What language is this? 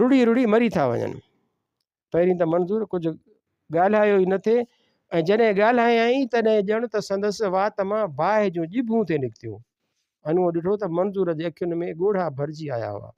Sindhi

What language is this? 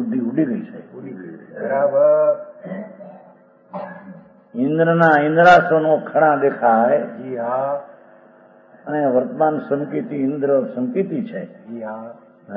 Gujarati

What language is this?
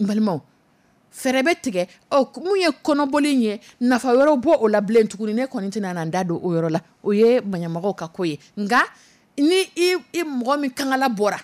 Dyula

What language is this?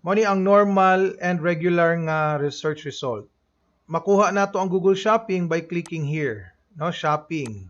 Cebuano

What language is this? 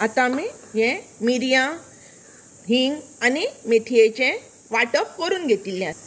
Konkani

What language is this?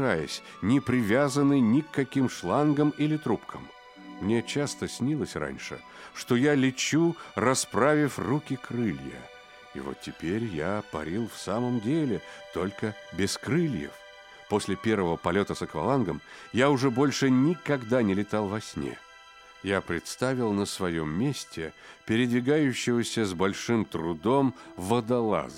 Russian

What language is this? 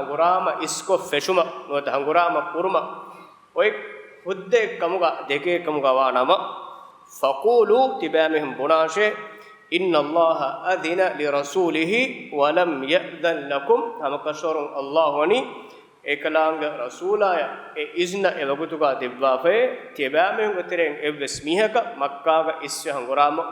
Divehi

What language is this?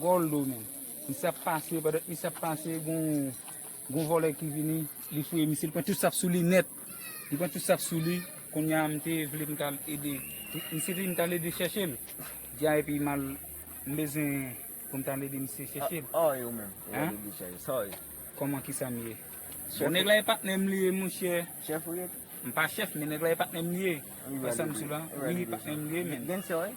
Haitian Creole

